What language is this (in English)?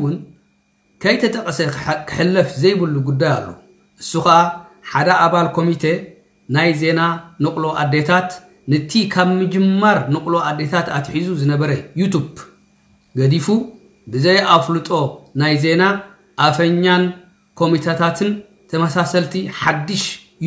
Tigrinya